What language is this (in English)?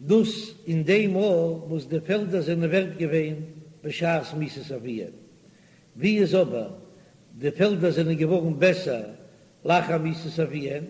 Yiddish